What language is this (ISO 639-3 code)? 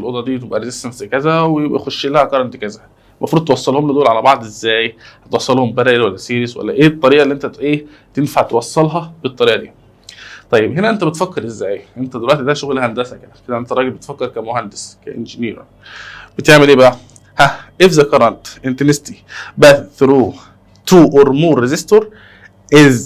arz